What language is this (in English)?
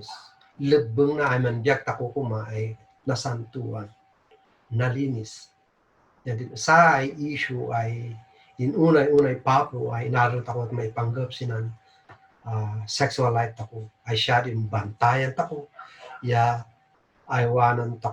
Kankanaey